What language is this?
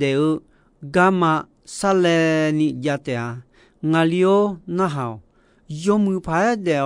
Akha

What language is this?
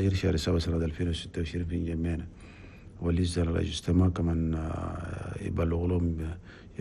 Chadian Arabic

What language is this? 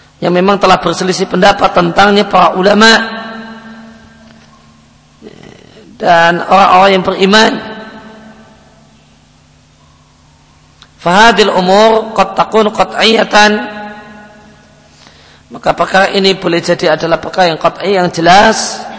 Indonesian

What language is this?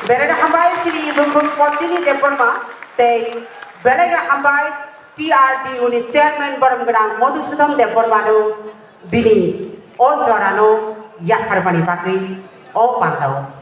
Kok Borok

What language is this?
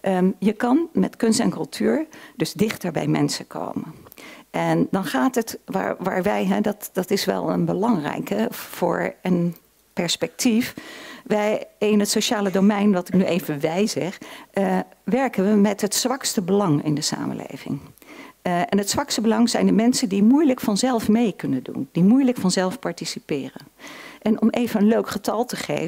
Dutch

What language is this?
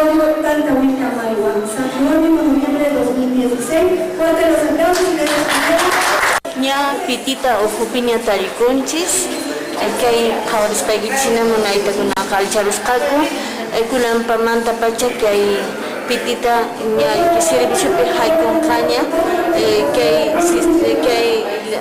Quechua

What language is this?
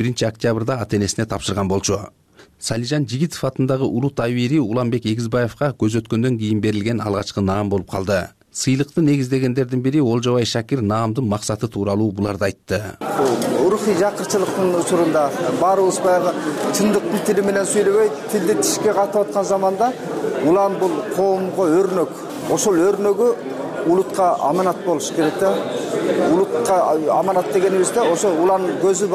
Kyrgyz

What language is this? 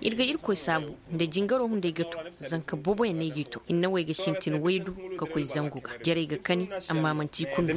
Koyraboro Senni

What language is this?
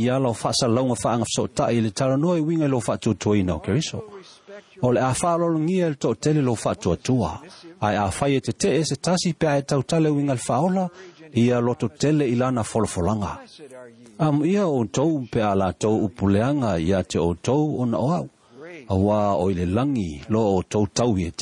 Samoan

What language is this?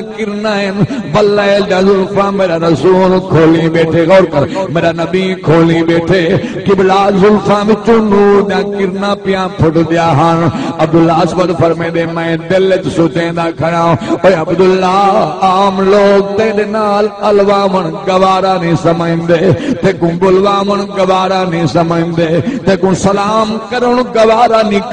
Saraiki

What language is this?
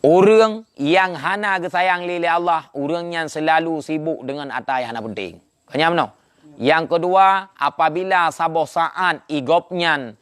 Achinese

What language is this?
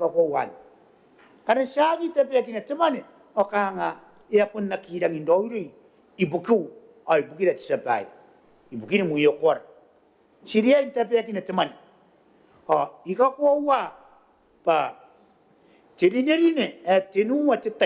Gilbertese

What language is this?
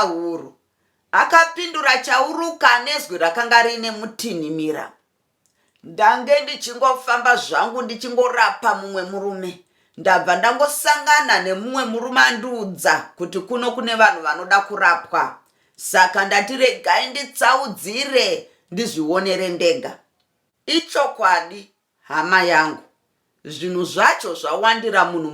Shona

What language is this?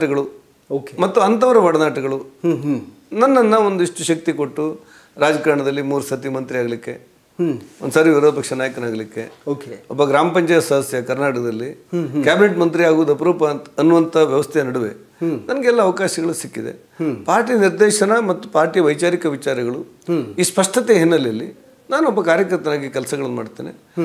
Kannada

